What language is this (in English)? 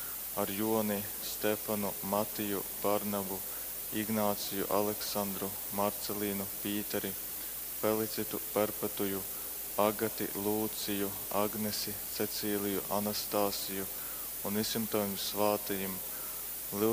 Latgalian